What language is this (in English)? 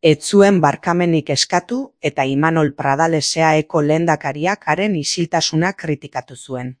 Basque